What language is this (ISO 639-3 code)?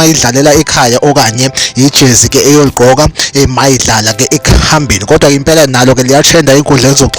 zul